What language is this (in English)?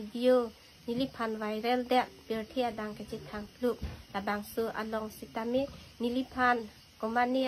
Karbi